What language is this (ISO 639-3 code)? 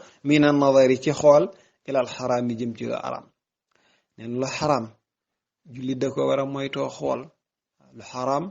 wol